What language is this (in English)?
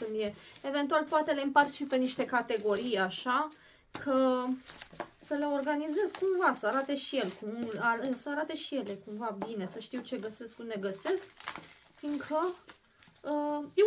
Romanian